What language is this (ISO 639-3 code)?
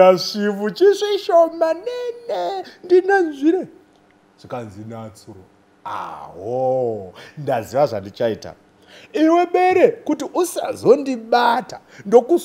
sna